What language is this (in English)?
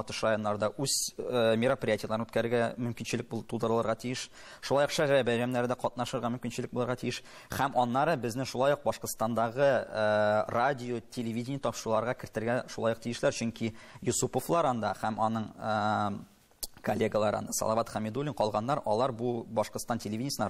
Tatar